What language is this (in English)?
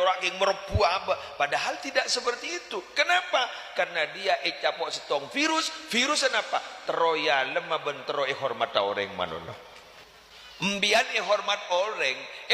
Madurese